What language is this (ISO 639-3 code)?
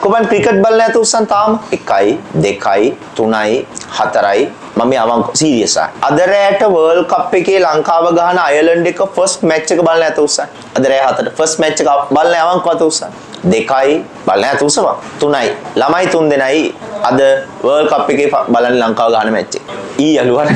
sin